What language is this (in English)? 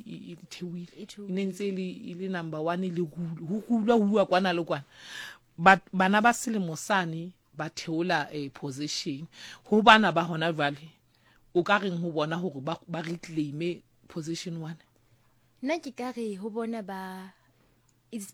Southern Sotho